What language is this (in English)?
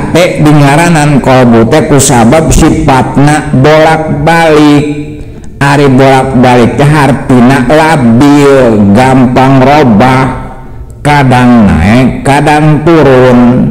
Sundanese